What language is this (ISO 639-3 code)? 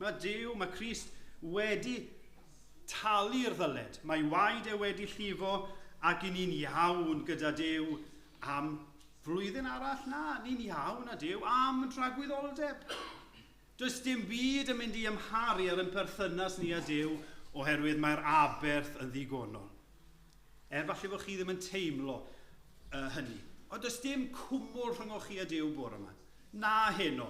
cym